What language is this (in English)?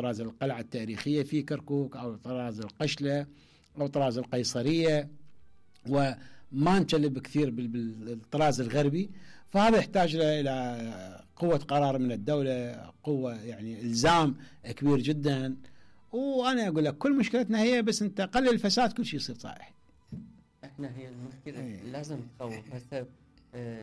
Mesopotamian Arabic